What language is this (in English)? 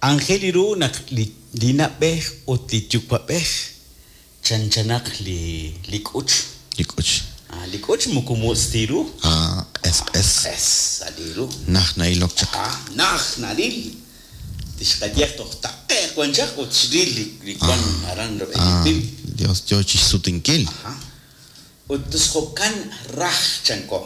Kekchí